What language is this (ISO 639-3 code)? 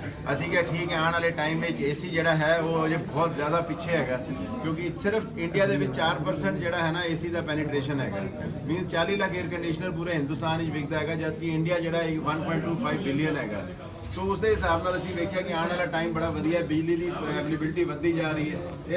pan